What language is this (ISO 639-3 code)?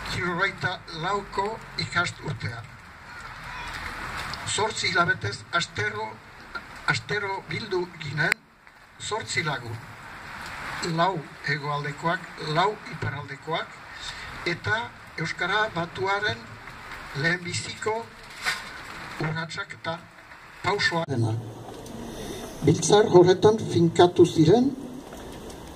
eus